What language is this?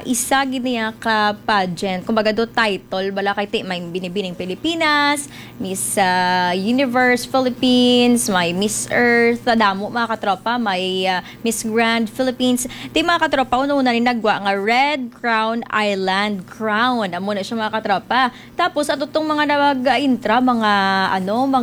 Hiligaynon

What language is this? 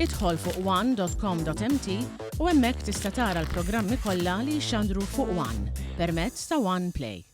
Maltese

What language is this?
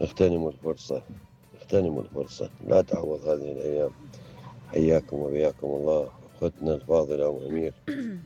Mesopotamian Arabic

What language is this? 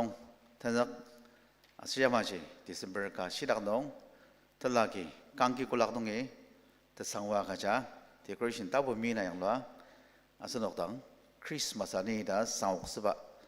Ao Naga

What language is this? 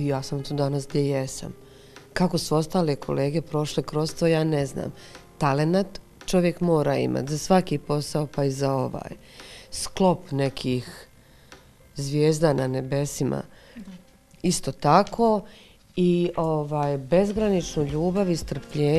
Bosnian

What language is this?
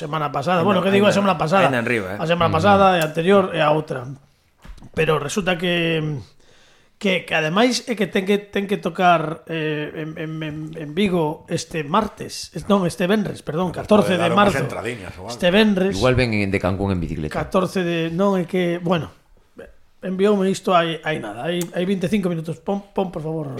Galician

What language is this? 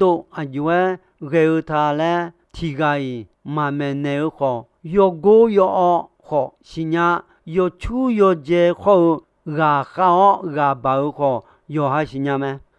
Akha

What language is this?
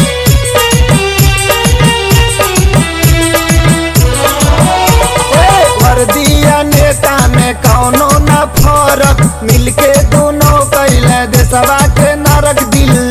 Bhojpuri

